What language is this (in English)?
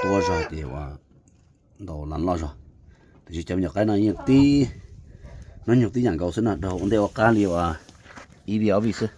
Hmong